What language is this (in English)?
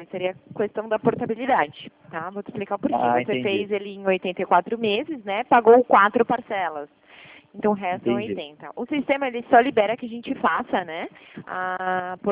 Portuguese